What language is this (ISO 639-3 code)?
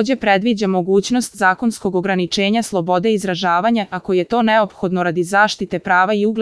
srp